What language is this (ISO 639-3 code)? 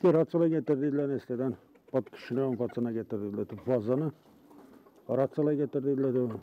gag